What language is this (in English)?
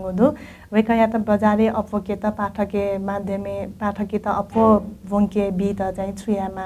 Newari